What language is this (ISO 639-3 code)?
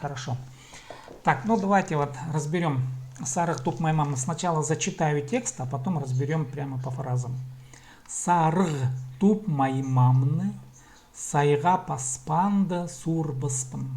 kjh